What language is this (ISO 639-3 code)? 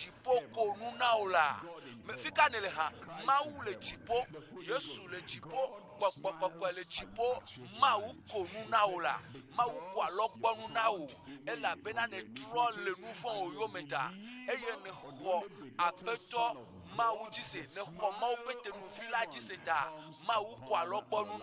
ewe